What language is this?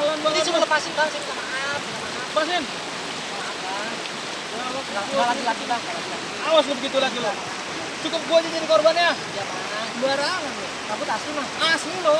Betawi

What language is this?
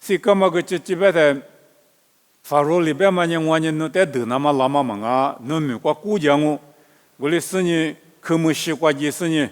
Lisu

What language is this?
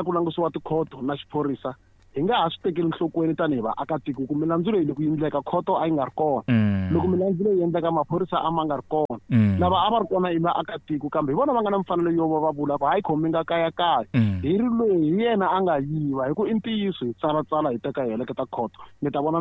Tsonga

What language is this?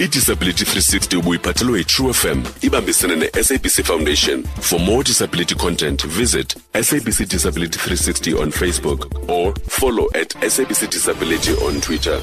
Xhosa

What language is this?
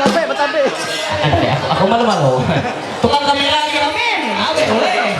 Ma'anyan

